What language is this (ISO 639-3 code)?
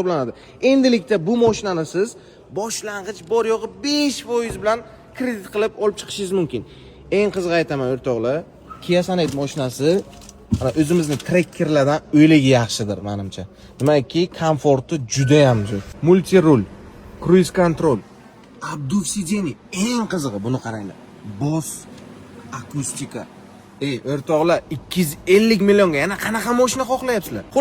uzb